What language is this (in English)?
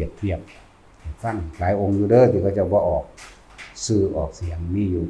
Lao